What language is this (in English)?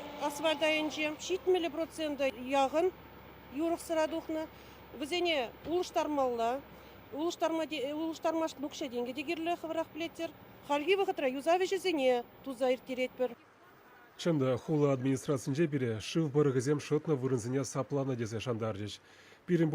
Chuvash